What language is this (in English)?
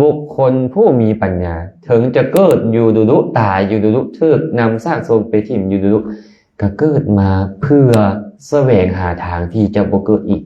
Lao